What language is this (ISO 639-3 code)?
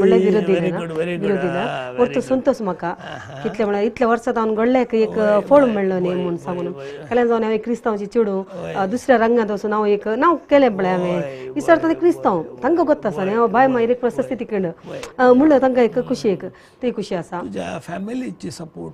kok